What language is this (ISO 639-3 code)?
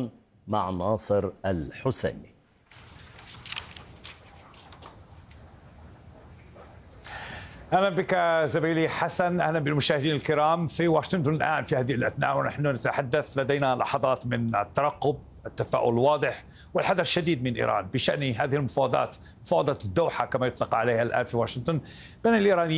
ara